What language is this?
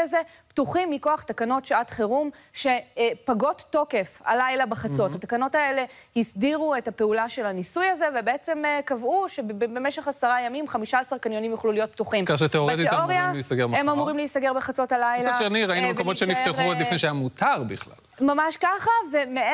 Hebrew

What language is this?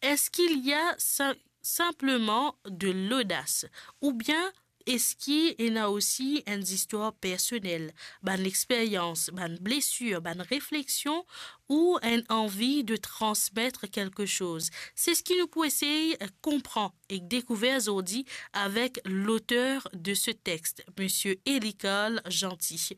Morisyen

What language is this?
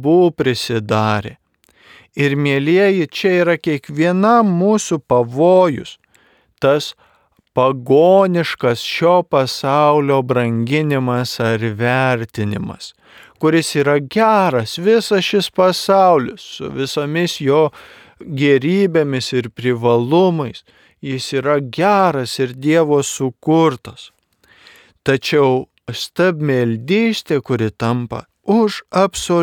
Lithuanian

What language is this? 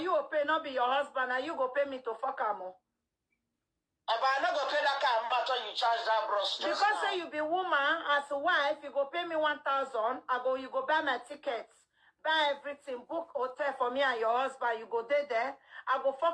Nigerian Pidgin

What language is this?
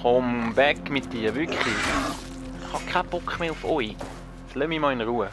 Swiss German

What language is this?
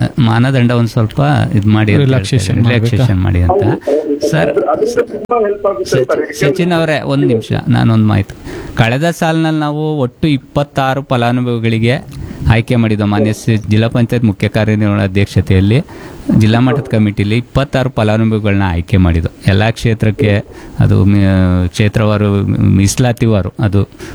Kannada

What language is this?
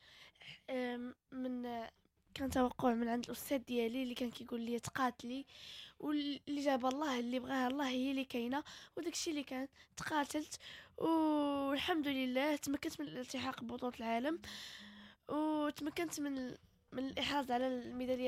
Moroccan Arabic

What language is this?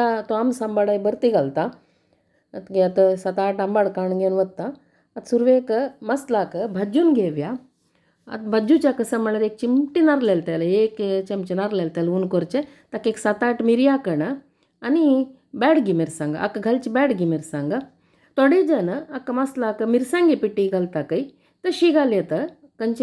Konkani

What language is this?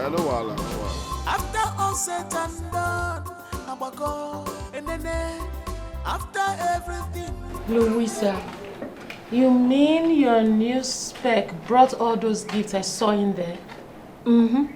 Nigerian Pidgin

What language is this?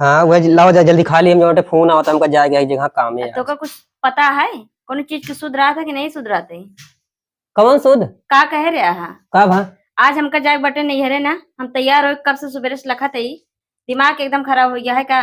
Awadhi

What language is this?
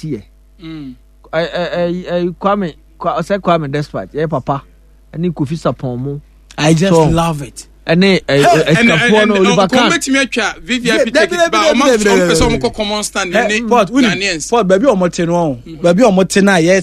Akan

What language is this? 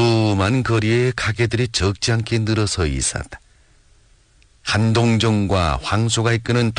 Korean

